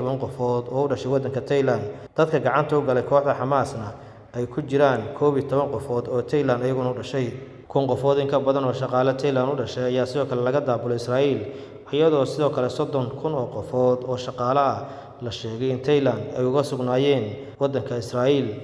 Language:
Somali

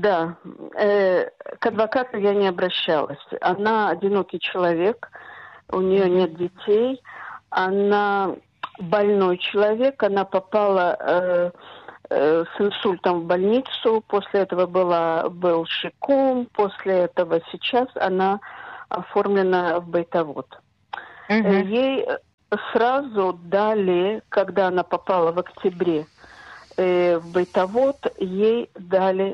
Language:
Russian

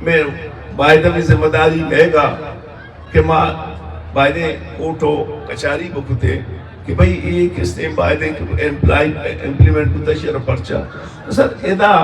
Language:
Eastern Balochi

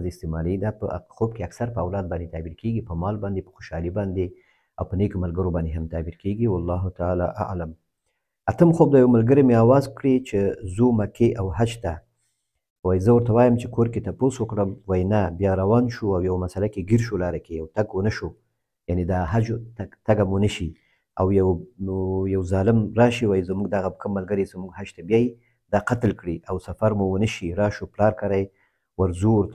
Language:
Pashto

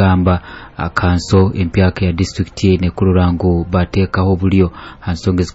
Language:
Nyoro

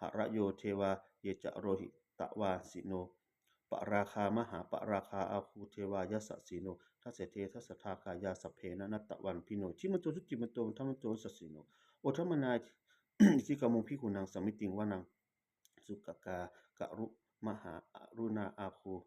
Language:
Pali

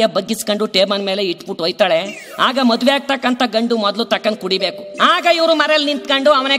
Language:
Kannada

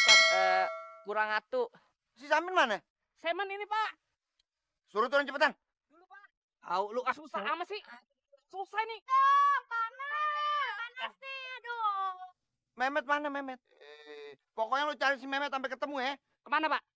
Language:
Betawi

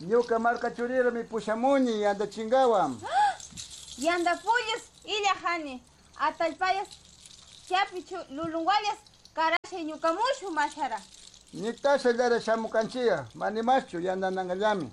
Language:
Chimborazo Highland Quichua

